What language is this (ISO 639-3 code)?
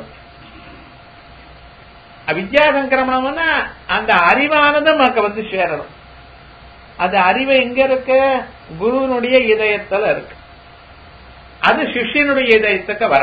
tam